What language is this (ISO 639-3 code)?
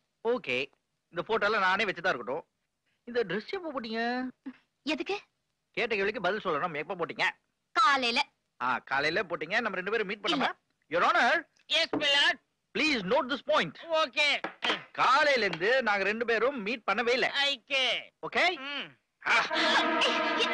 tam